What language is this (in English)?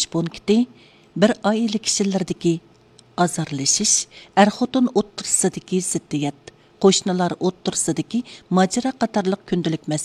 Uyghur